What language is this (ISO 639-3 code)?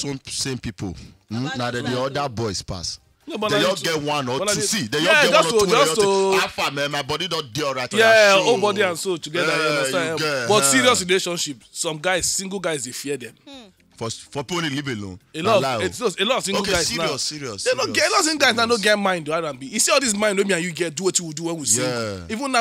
pcm